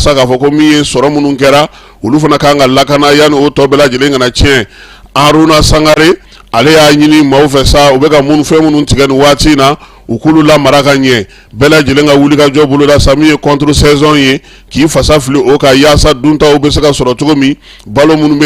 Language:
Bambara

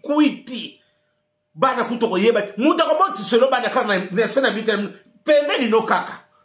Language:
Lingala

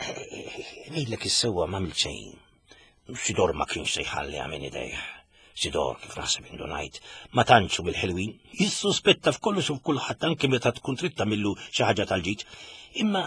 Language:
Maltese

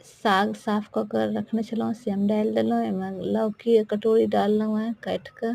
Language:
Maithili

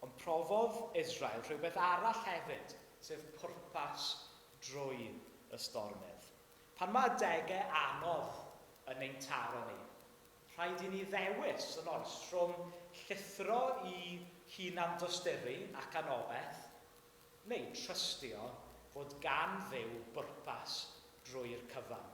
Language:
Welsh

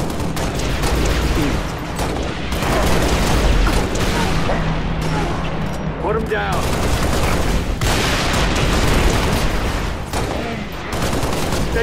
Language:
English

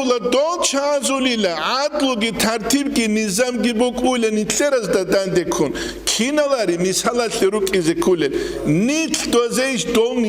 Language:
Avaric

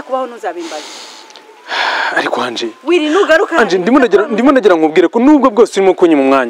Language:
Kinyarwanda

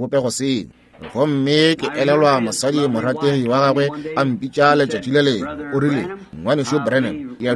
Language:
Northern Sotho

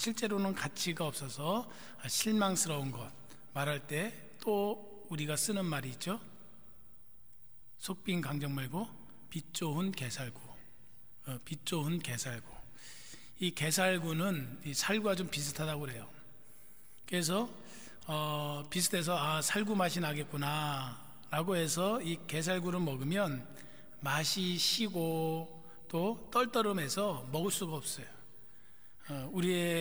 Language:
Korean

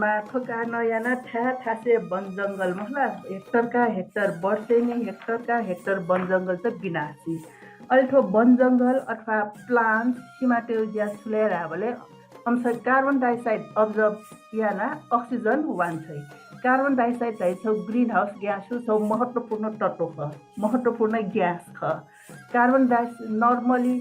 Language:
Newari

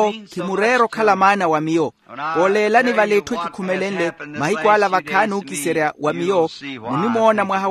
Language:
Makhuwa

